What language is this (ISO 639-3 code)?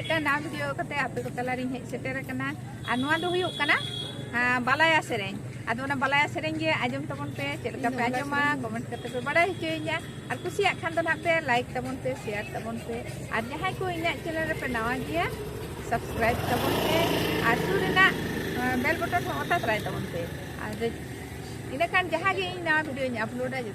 sat